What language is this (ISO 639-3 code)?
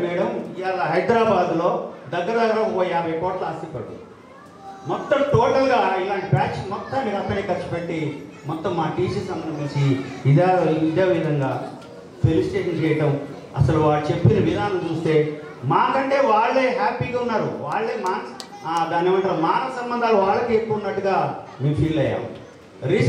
tel